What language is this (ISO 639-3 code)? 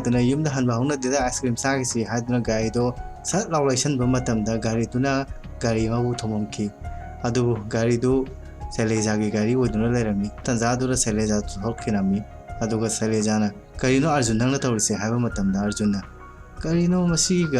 mni